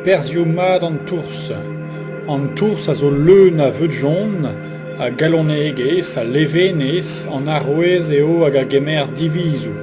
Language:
Breton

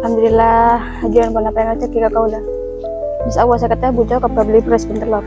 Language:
Madurese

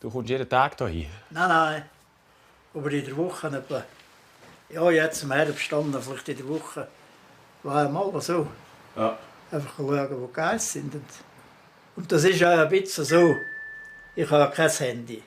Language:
Swiss German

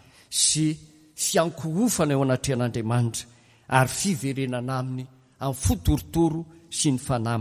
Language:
Malagasy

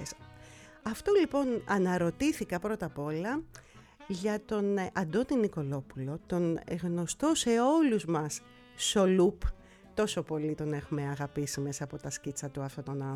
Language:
Greek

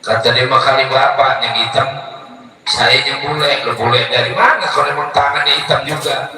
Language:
Betawi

